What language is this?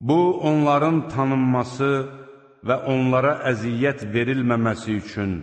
Azerbaijani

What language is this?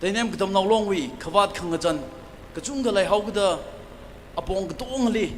Tangkhul Naga (India)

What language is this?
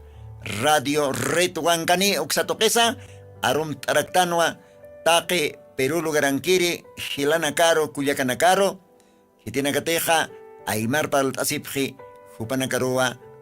Aymara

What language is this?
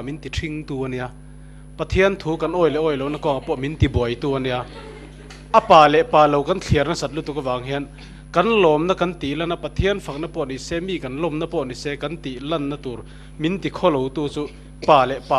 Mizo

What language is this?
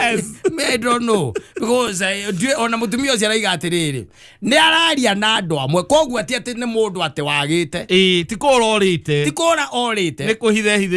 Kikuyu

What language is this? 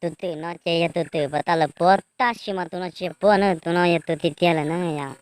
Hmong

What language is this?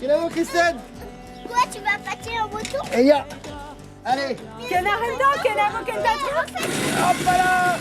Breton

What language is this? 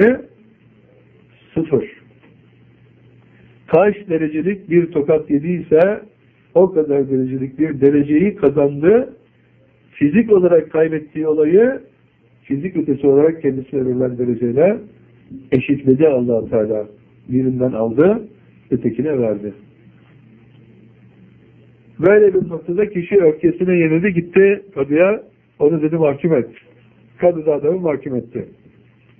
Turkish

